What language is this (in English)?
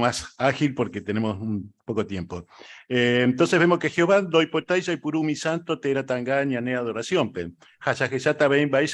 Guarani